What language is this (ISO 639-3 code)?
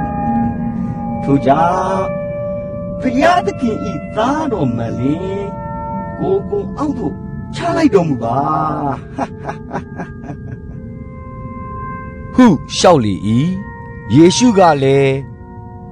mya